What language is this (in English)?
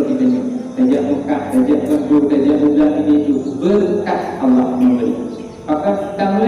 Achinese